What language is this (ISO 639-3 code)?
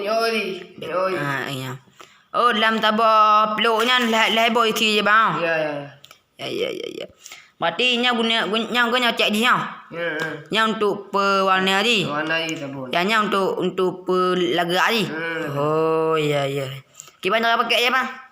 ace